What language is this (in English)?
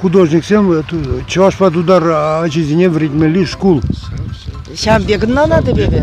Chuvash